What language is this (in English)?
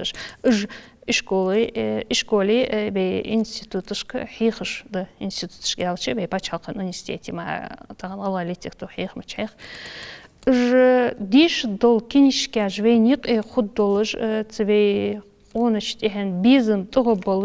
Ingush